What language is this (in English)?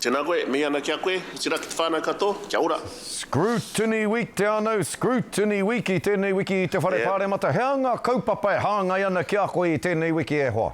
Māori